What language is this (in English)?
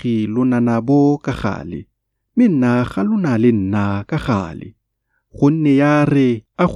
Tswana